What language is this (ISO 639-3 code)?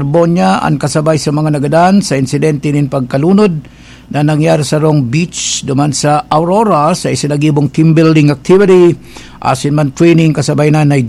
bik